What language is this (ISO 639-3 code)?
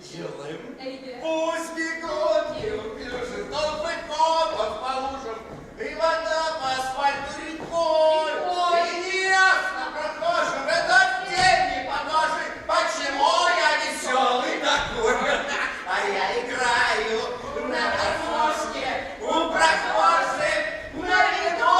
tat